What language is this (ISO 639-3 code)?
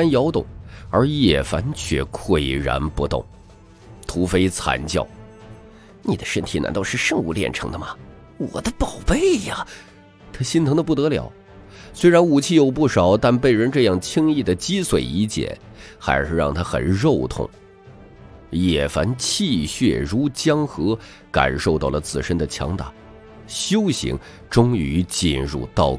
zho